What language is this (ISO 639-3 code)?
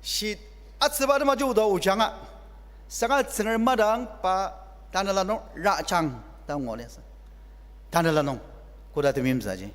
njo